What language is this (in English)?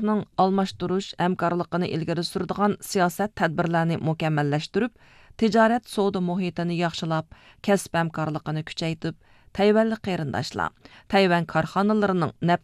Uyghur